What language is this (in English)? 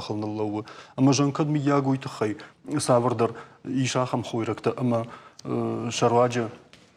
Ossetic